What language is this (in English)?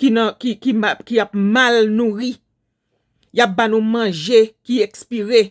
Haitian Creole